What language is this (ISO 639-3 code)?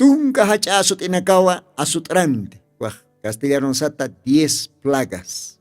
aym